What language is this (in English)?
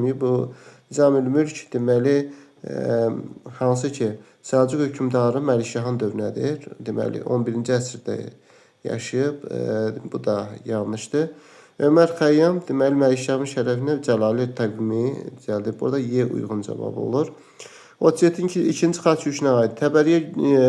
Azerbaijani